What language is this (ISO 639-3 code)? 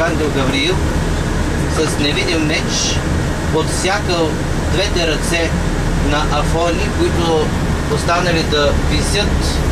bul